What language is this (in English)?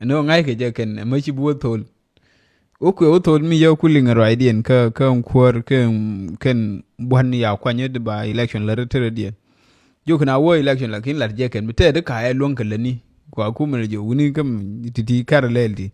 Nuer